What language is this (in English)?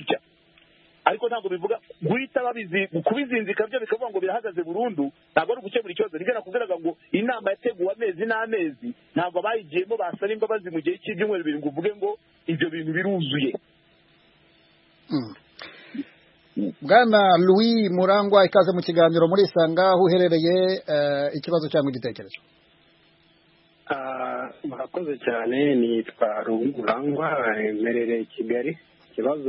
Kinyarwanda